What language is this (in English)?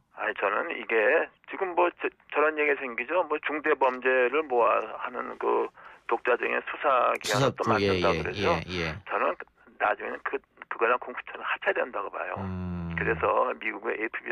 Korean